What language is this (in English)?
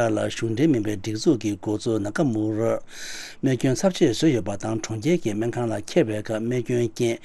Tibetan